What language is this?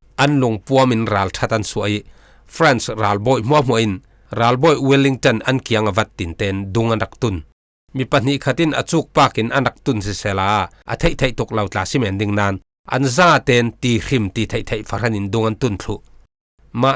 Falam Chin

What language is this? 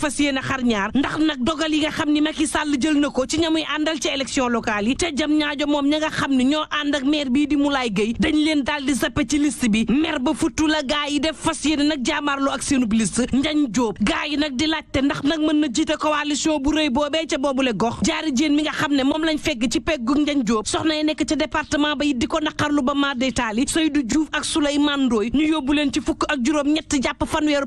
Wolof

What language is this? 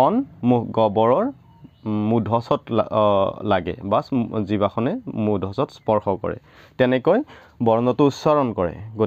Assamese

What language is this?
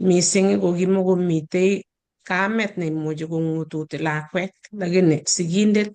Kalenjin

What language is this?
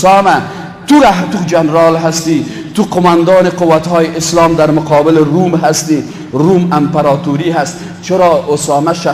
Persian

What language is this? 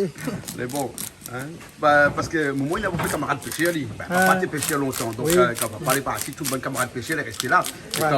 Réunion Creole French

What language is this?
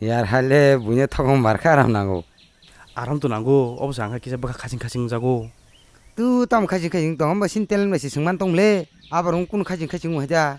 Kok Borok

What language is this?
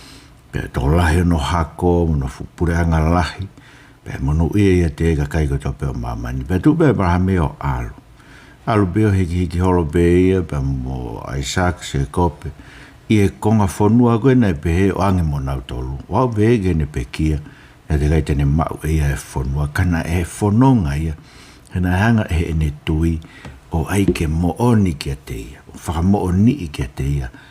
Tongan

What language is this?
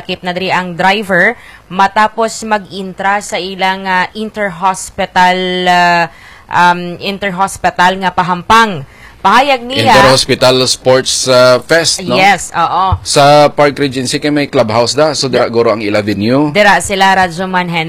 Hiligaynon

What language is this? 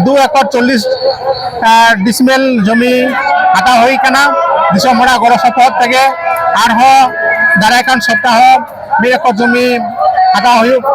Santali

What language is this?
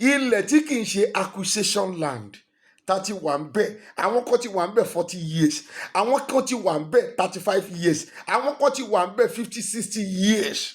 Yoruba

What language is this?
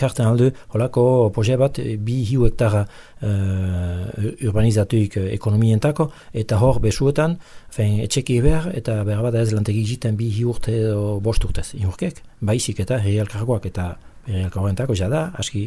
Basque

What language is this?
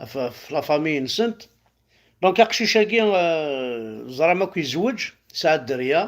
Kabyle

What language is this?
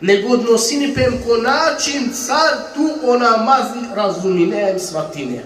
Balkan Romani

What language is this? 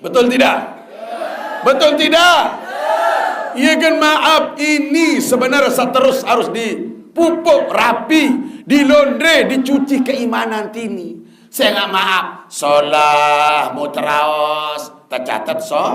Sasak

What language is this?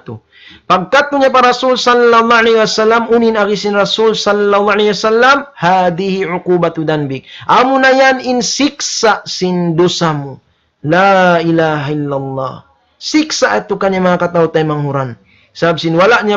Tausug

